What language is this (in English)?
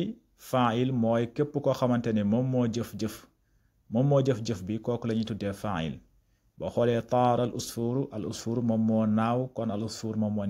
Wolof